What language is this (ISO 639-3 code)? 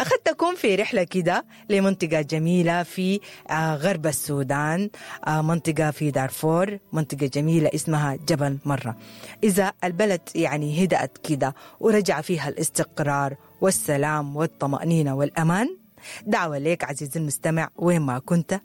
apd